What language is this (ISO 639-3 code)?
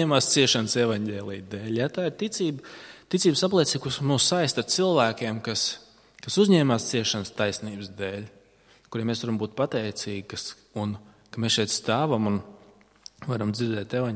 lav